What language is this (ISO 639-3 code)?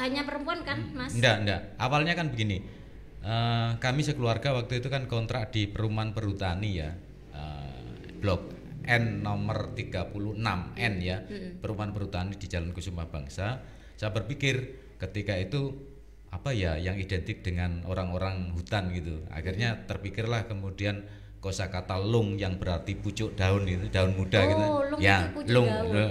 ind